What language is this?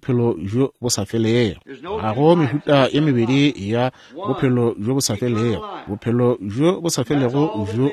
Northern Sotho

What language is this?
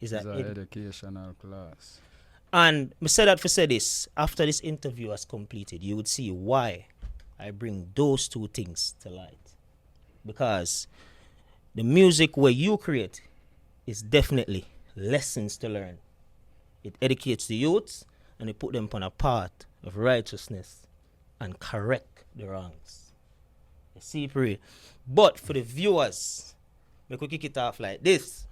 Jamaican Creole English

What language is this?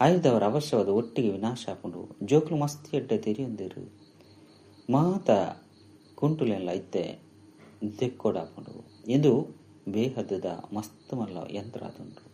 Tulu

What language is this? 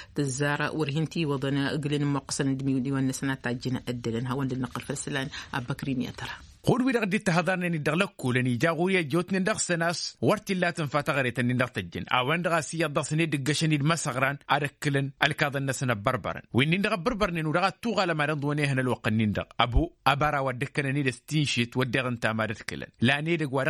Tamasheq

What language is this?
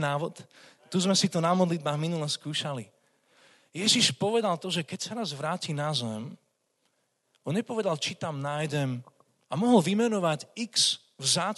Slovak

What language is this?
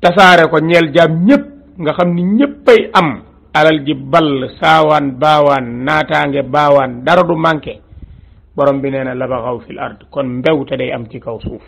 Wolof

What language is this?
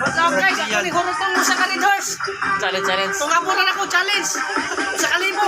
Cebuano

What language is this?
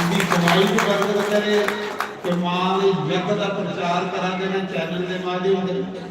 Dogri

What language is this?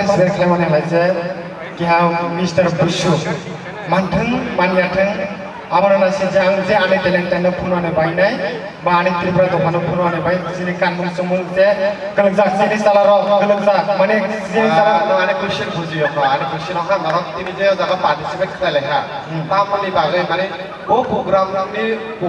Kok Borok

